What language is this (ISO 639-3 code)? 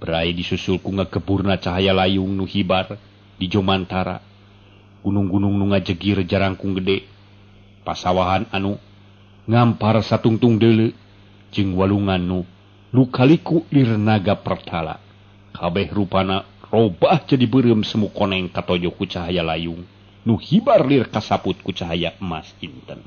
sun